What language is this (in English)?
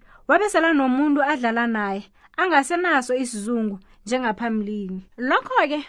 South Ndebele